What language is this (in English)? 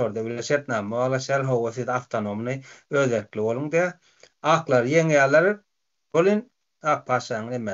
Turkmen